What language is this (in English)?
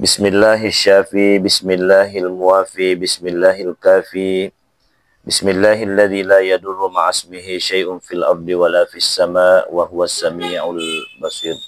Buginese